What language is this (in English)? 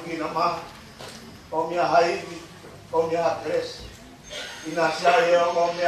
Tongan